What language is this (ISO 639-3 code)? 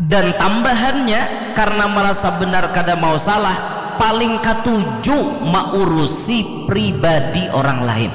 bjn